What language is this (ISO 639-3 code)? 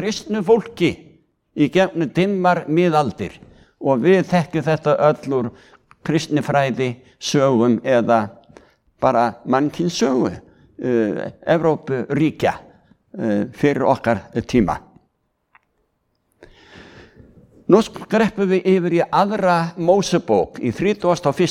isl